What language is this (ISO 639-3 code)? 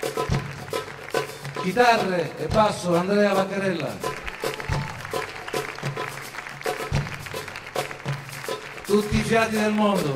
ita